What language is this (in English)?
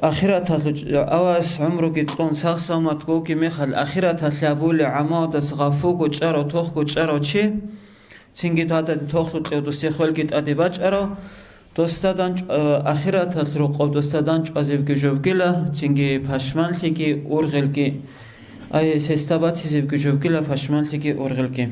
Avaric